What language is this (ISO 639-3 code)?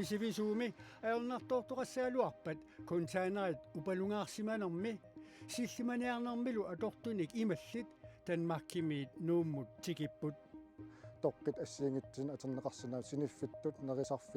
kal